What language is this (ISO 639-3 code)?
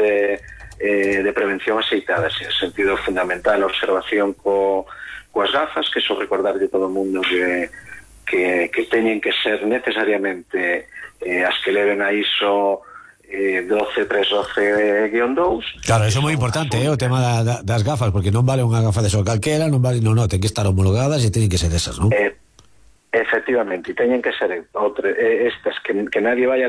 glg